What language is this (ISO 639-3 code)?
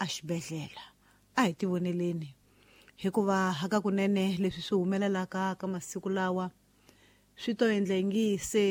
tso